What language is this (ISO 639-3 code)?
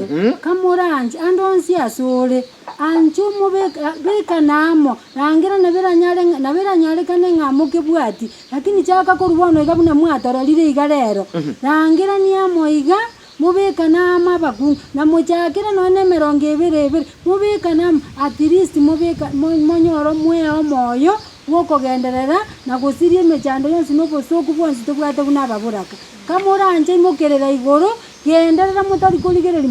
guz